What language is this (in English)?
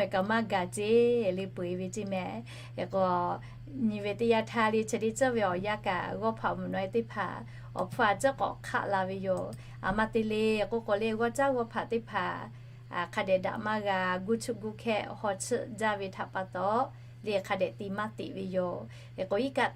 Lahu